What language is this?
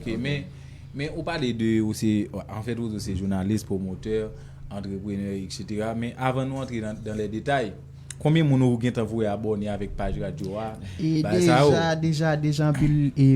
Haitian Creole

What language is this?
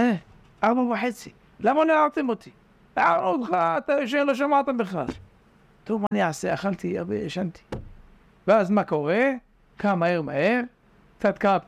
Hebrew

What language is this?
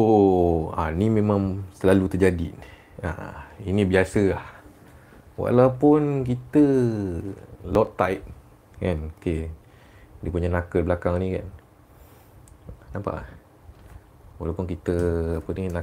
Malay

